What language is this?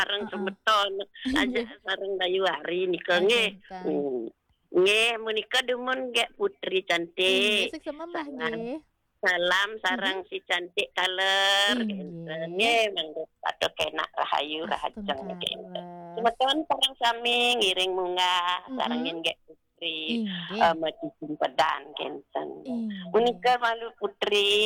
Balinese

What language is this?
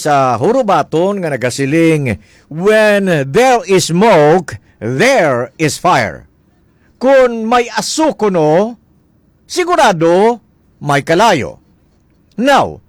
Hiligaynon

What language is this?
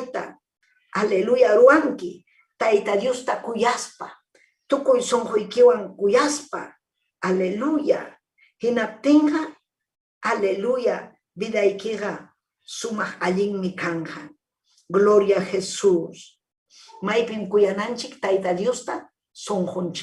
Ayacucho Quechua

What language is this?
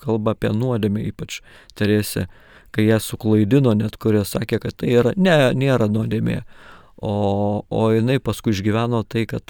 Lithuanian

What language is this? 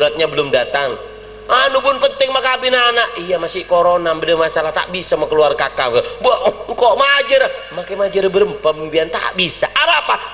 Madurese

